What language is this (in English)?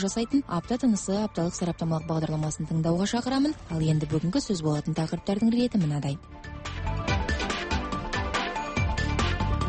Kazakh